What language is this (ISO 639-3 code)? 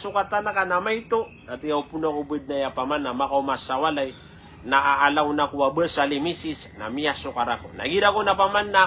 mrw